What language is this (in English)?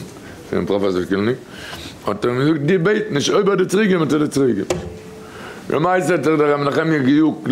Yiddish